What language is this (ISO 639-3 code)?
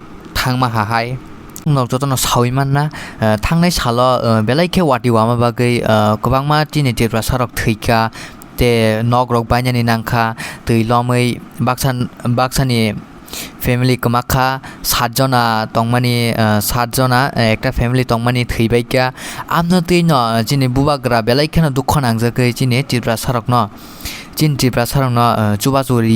trp